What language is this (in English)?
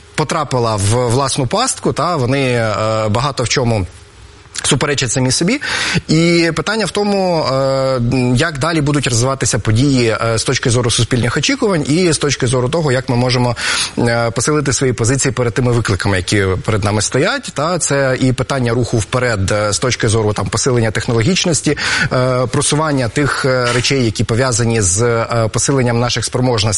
Ukrainian